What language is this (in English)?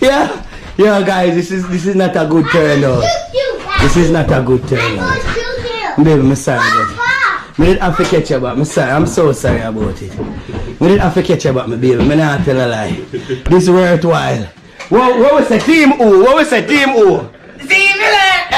Jamaican Creole English